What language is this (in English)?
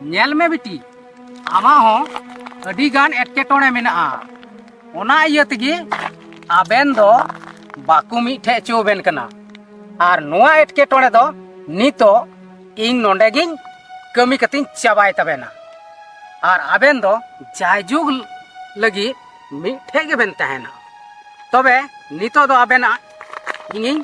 Santali